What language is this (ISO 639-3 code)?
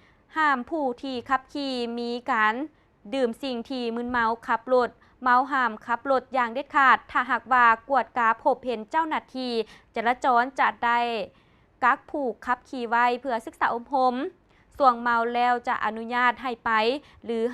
lao